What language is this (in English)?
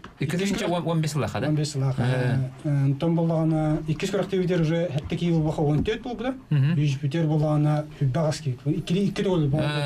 Yakut